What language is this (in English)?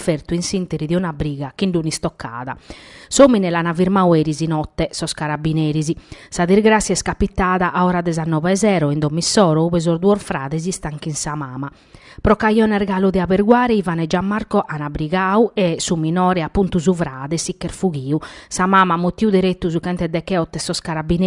Sardinian